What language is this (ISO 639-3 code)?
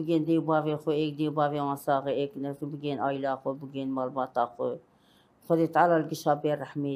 kur